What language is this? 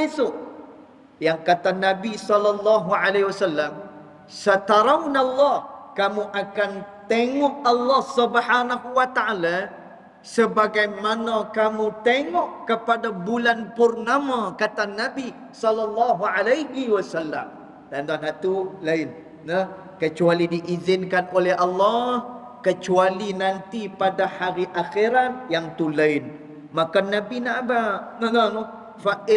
Malay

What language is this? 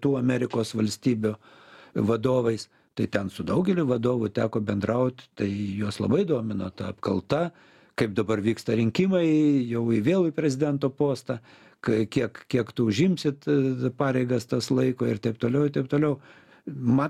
Lithuanian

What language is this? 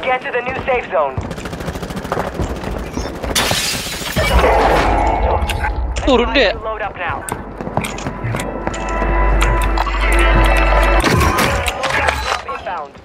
Indonesian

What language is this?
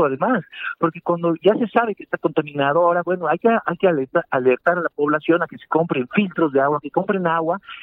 Spanish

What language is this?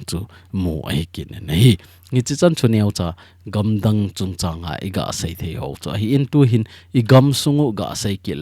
Thado Chin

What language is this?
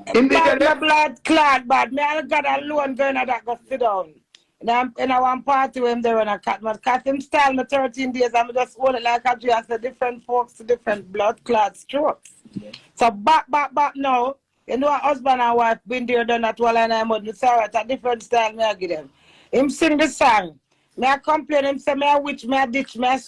Jamaican Creole English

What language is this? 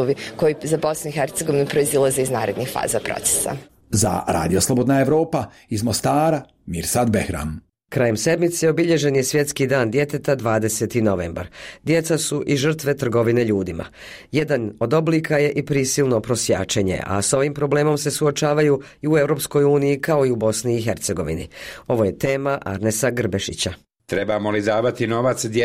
Bosnian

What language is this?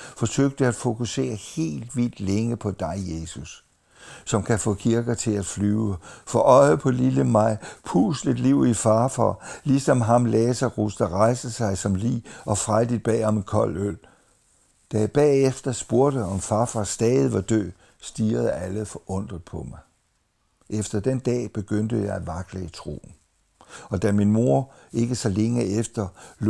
Danish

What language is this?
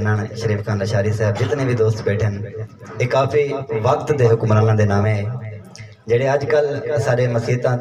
Saraiki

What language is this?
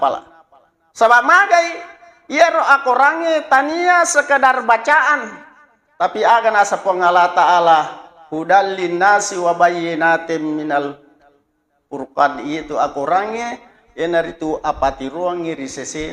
Buginese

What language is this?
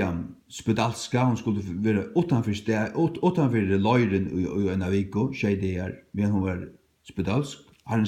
Faroese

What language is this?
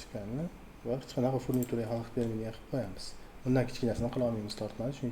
Uzbek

